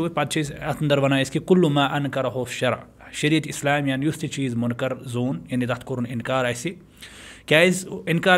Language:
Kashmiri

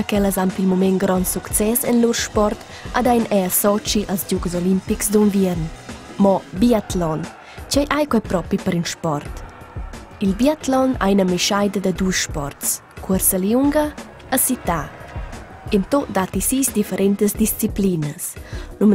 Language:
Romansh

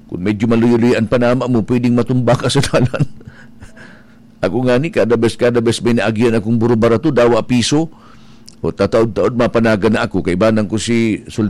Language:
Bikol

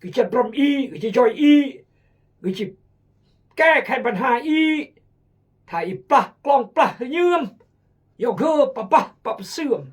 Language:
Khmu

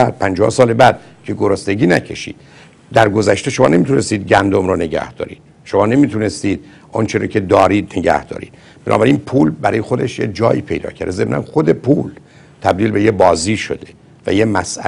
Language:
Persian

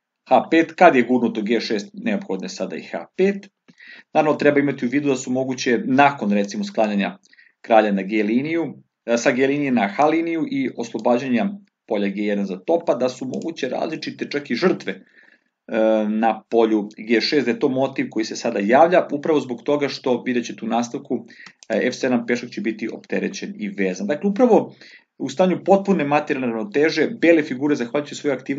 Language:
Serbian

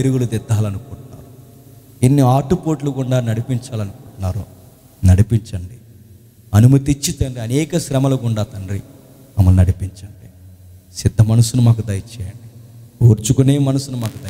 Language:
Telugu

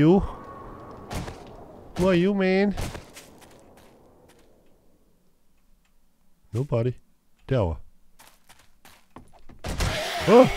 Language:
Danish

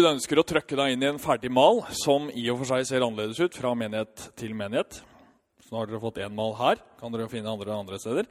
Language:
Norwegian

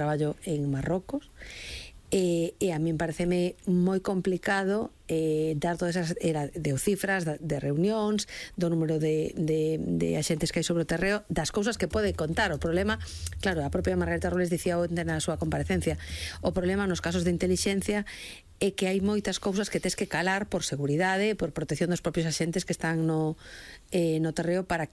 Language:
Galician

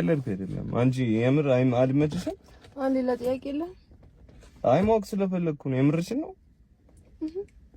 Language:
Amharic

